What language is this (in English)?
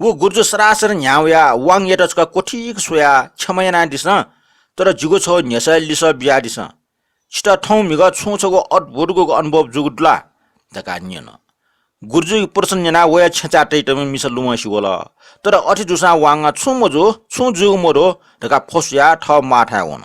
Newari